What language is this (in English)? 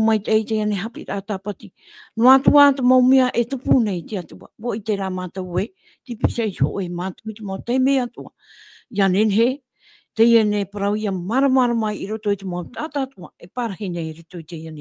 Tahitian